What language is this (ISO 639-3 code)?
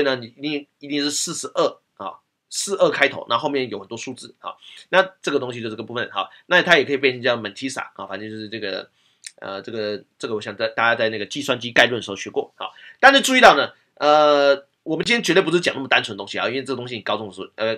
zho